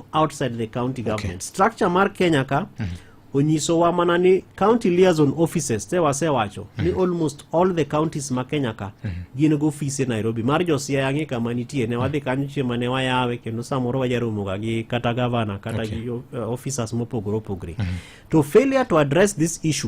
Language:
Luo (Kenya and Tanzania)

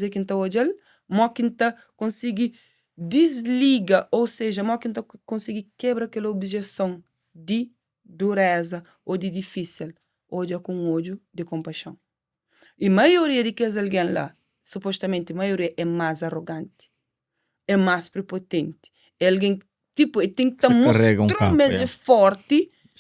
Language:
Kabuverdianu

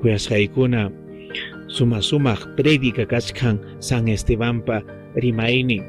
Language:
Ayacucho Quechua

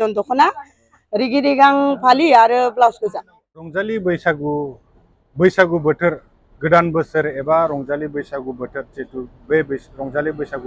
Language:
Bodo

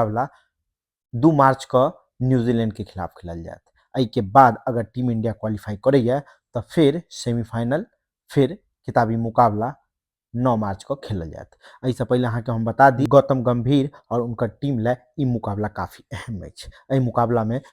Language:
Maithili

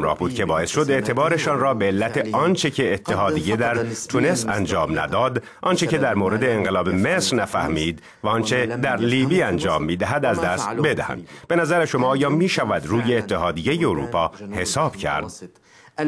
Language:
Persian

